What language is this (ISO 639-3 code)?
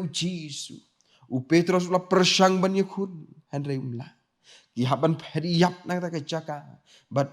kha